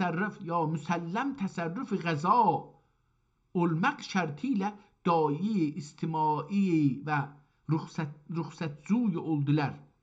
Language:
South Azerbaijani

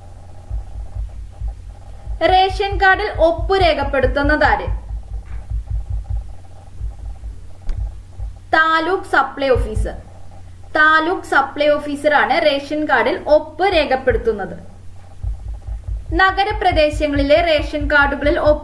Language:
Malayalam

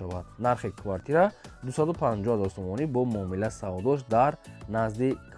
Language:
Tajik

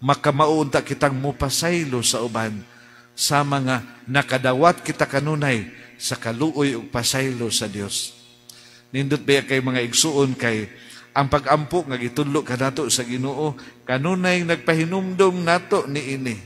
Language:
Cebuano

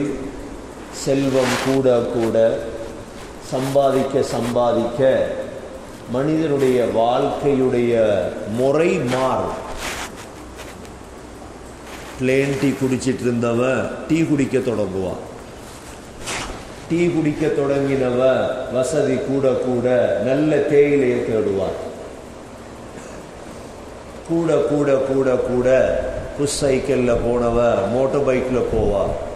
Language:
Tamil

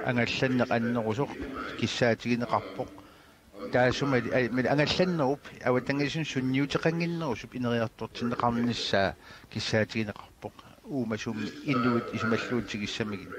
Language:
Kalaallisut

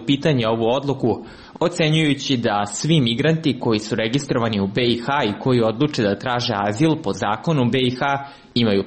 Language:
Serbian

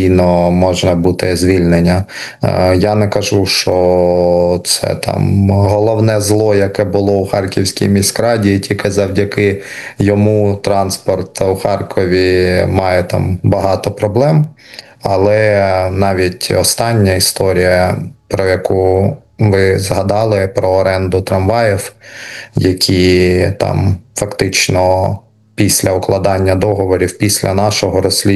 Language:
Ukrainian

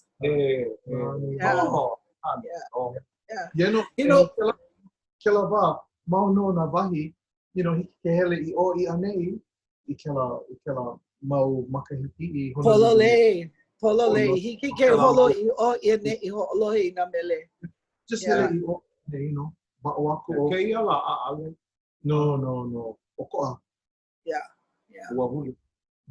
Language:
Hawaiian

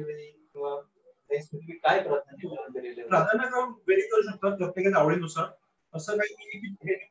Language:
Marathi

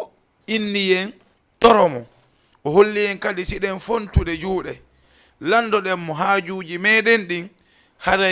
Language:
Fula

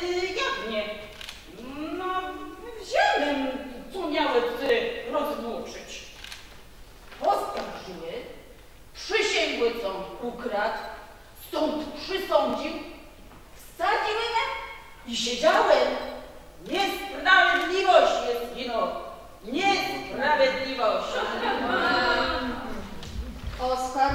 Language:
Polish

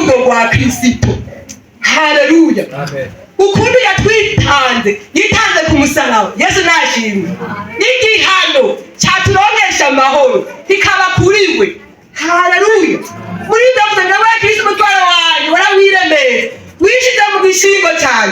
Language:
Rundi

